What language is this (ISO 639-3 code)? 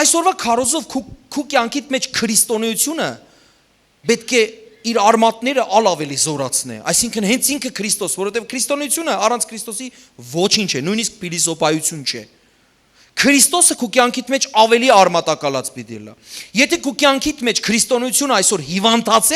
hyw